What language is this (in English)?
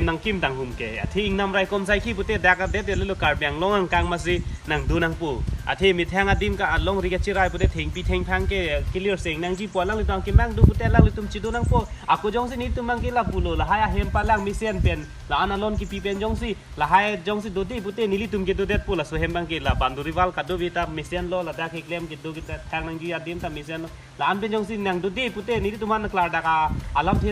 Karbi